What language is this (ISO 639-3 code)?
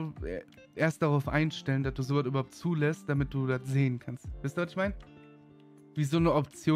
deu